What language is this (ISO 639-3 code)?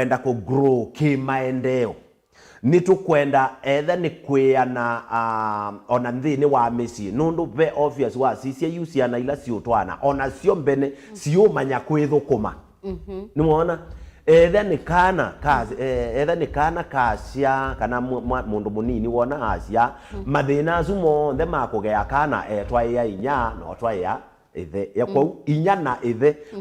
kam